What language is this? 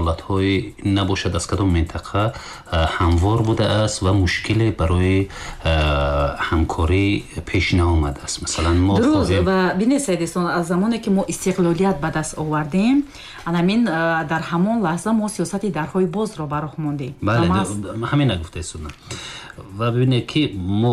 Tajik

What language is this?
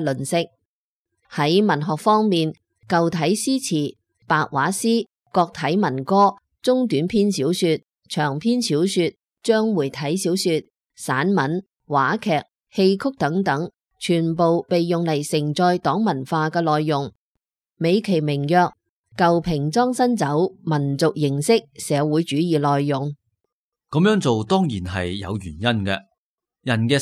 Cantonese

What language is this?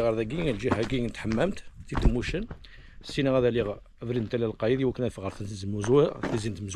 Kabyle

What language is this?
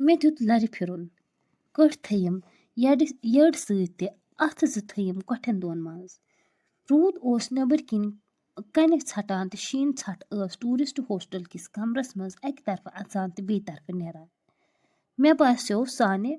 Kashmiri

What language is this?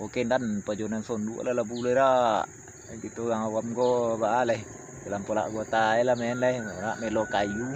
Minangkabau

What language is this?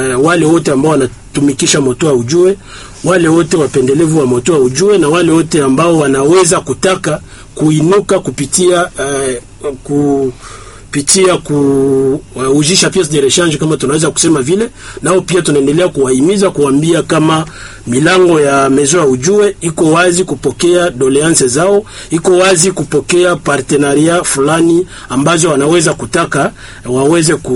Swahili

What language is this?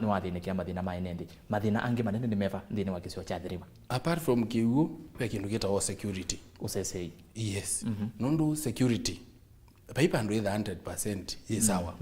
Kamba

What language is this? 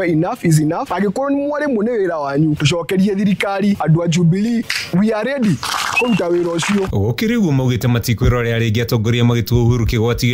Kikuyu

